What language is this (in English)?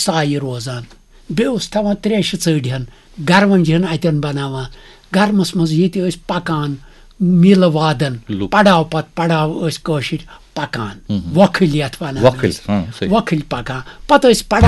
Kashmiri